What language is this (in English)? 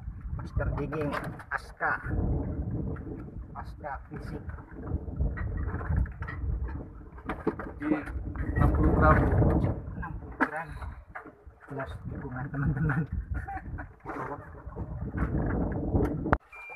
Indonesian